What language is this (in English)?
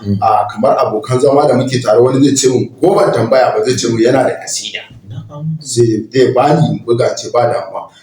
Hausa